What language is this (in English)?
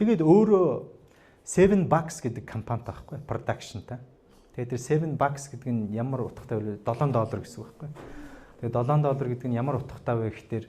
Mongolian